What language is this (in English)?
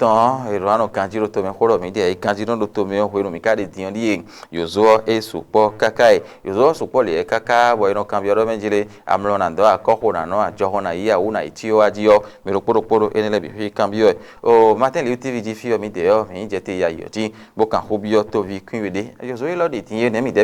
Fon